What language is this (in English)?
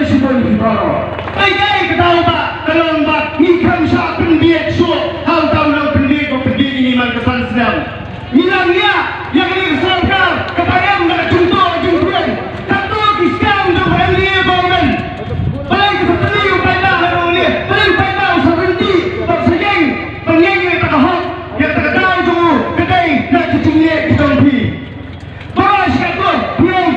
Khasi